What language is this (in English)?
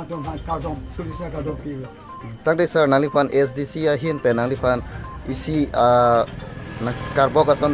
Karbi